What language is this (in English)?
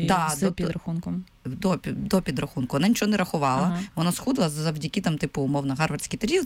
Ukrainian